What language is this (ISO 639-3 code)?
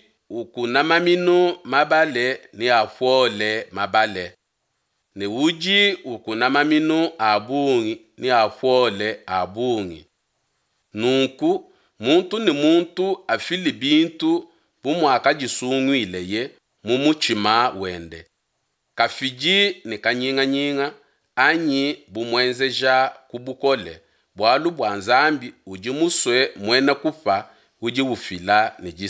lua